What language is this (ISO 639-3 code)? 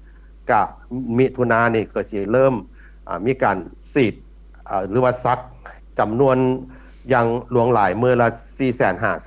lao